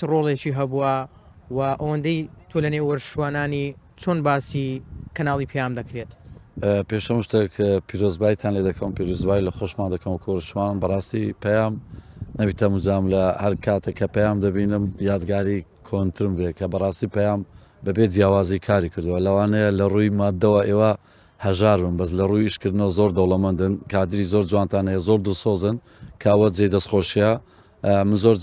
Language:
Central Kurdish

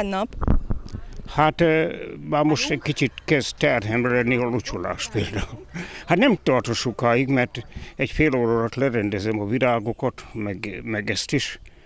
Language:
Hungarian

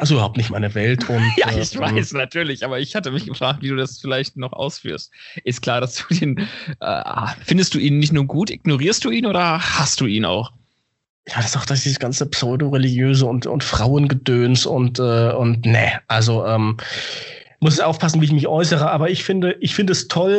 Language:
German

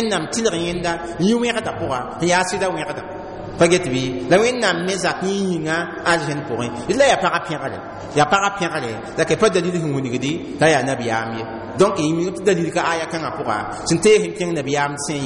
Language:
Mossi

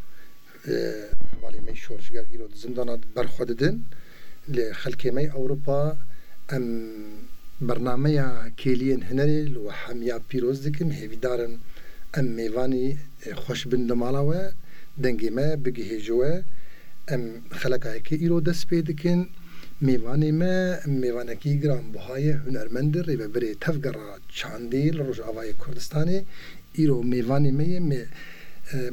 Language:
Kurdish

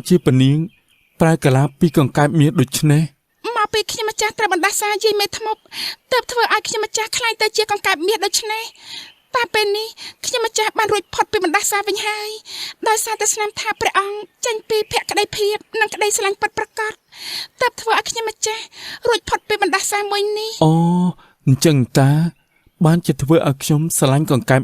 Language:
Khmer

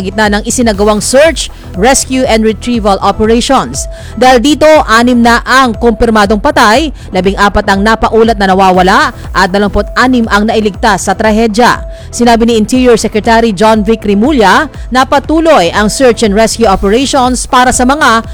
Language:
Filipino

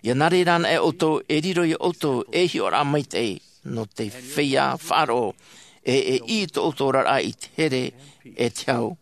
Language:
Tahitian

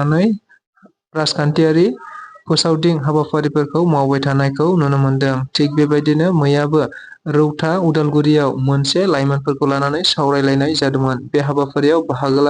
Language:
Bodo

